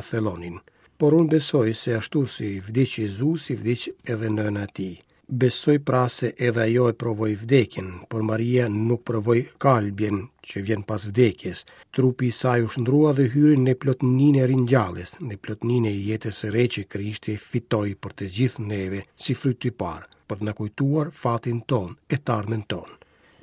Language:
Albanian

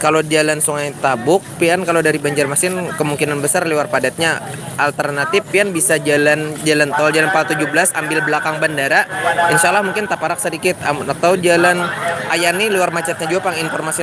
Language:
Banjar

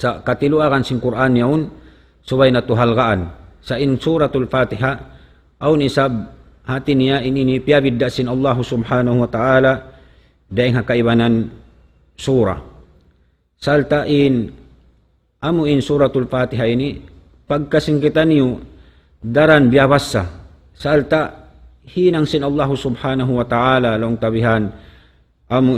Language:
Tausug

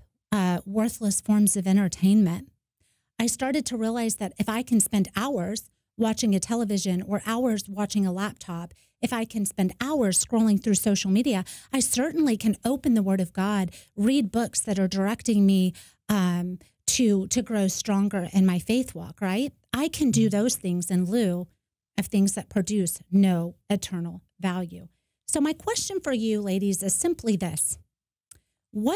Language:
English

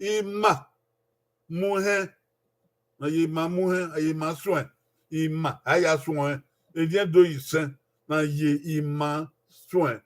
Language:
Bini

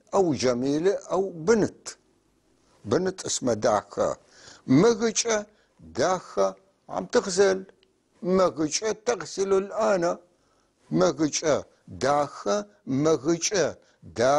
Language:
North Levantine Arabic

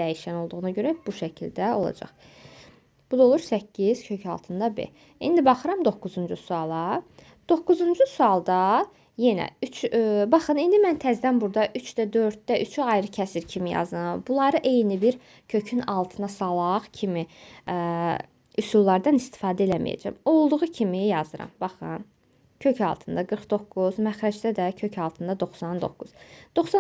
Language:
Azerbaijani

